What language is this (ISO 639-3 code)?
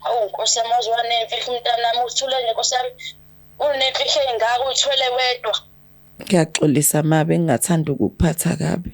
zul